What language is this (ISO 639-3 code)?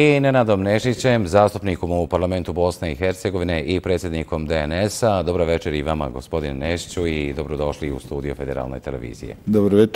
bos